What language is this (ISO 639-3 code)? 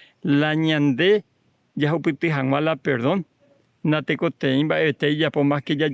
grn